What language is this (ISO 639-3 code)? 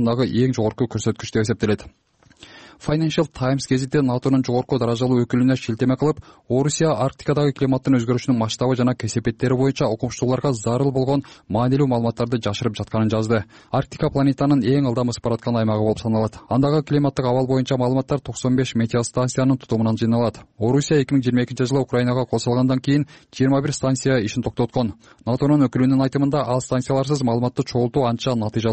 kir